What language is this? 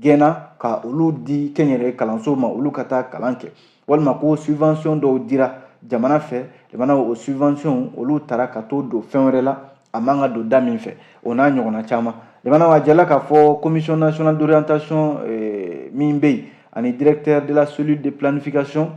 Bambara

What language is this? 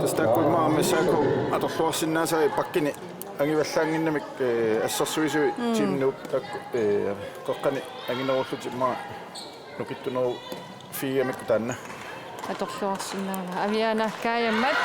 Kalaallisut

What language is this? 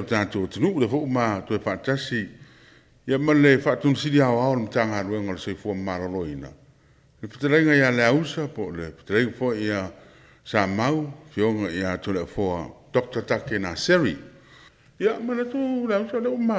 Samoan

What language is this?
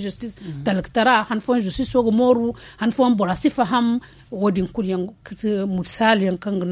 Zarma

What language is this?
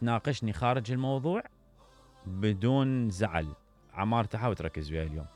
Mesopotamian Arabic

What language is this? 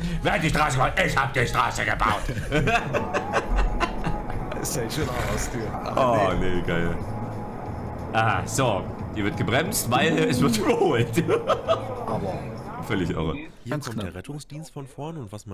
German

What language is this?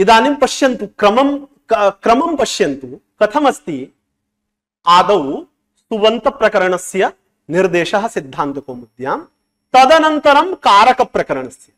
Sanskrit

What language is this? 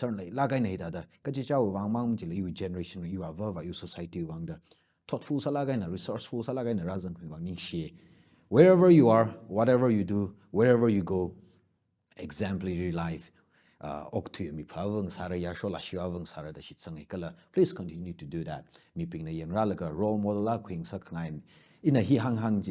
Tangkhul Naga (India)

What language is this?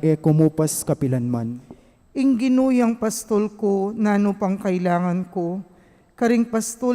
Pampanga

